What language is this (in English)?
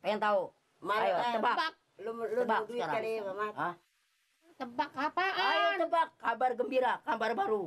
Betawi